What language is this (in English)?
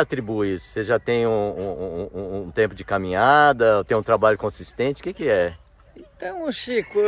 Portuguese